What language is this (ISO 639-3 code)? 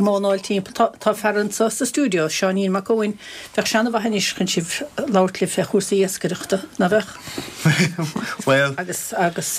gle